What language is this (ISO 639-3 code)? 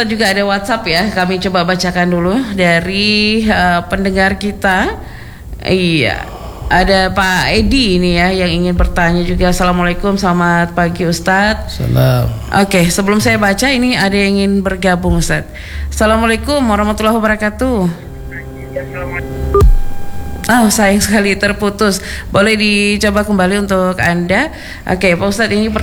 ind